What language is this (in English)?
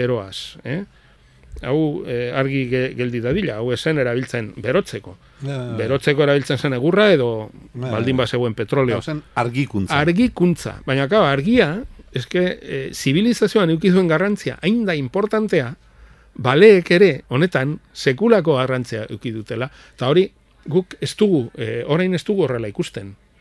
Basque